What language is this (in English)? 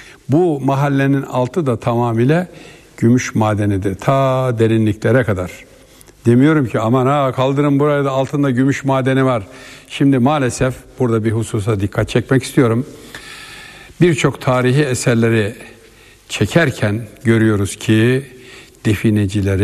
Turkish